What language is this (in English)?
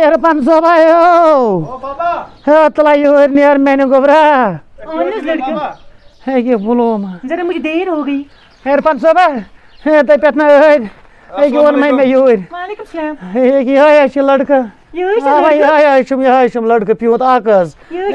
Kashmiri